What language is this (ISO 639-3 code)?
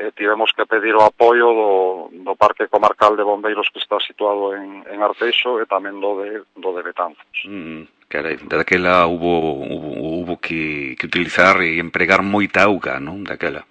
glg